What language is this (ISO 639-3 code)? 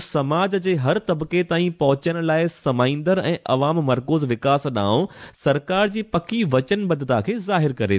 snd